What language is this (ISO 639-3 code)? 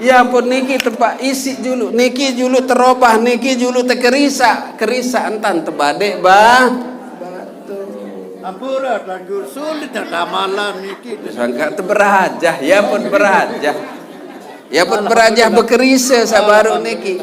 sas